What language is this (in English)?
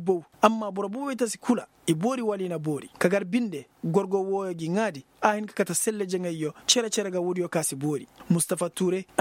Koyraboro Senni